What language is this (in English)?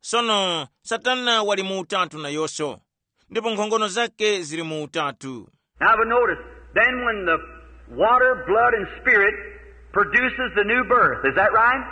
Tumbuka